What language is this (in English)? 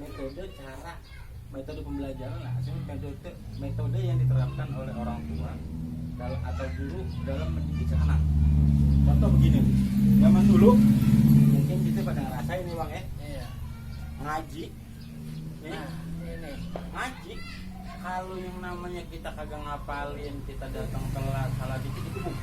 Betawi